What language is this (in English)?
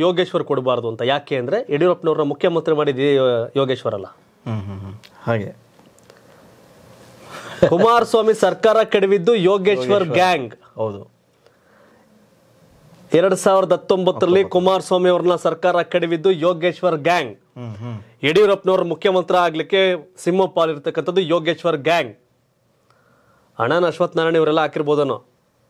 Kannada